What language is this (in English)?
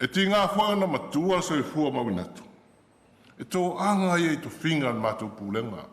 Samoan